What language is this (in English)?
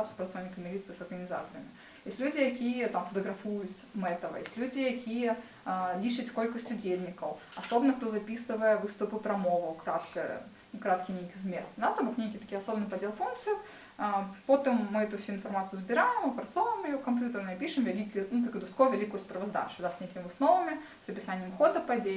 Belarusian